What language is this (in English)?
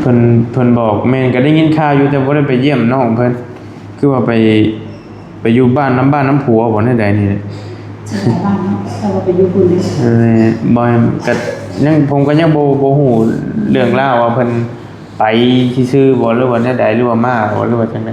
Northeastern Thai